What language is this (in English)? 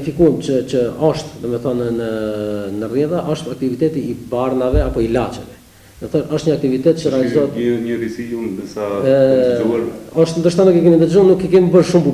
Albanian